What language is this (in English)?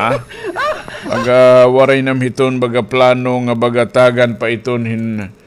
Waray